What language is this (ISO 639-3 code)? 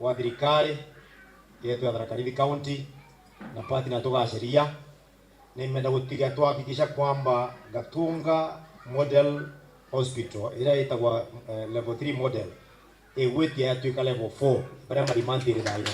mer